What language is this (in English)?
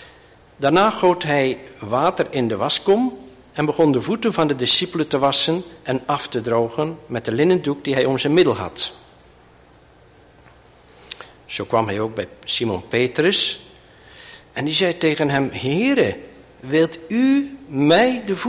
Dutch